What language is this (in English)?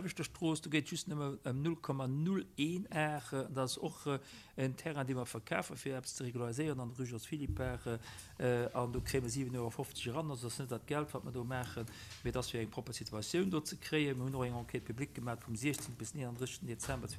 Luxembourgish